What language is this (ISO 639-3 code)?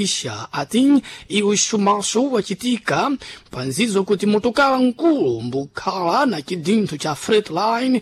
seh